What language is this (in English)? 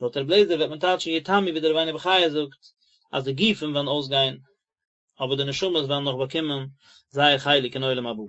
Yiddish